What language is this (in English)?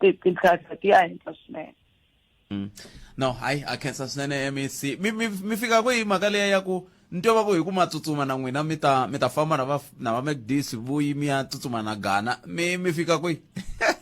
Tsonga